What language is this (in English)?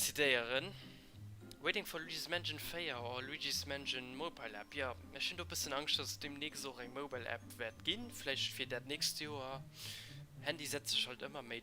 Luxembourgish